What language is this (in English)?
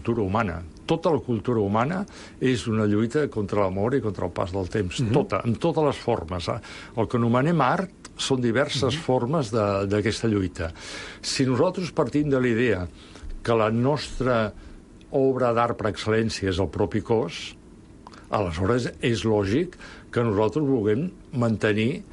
Catalan